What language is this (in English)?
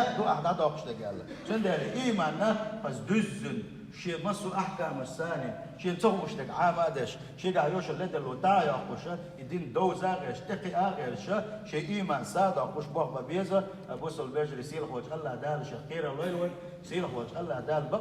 Chechen